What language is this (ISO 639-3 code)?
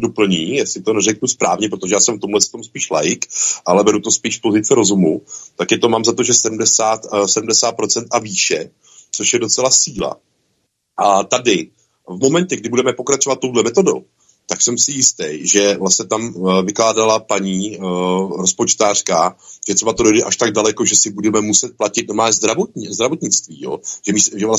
ces